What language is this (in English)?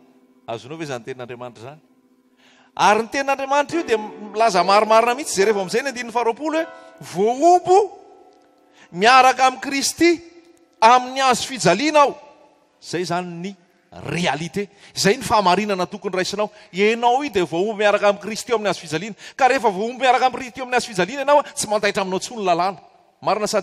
Malagasy